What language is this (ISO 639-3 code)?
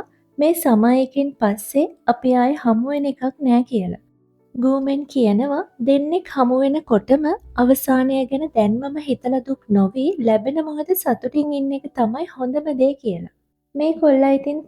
sin